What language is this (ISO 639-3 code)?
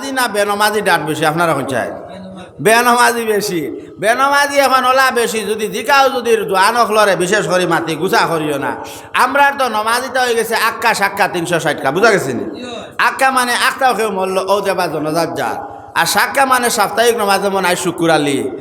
syl